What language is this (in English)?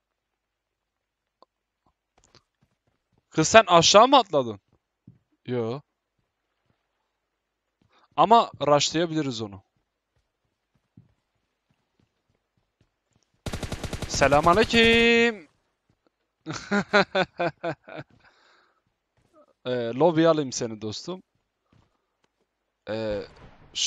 Turkish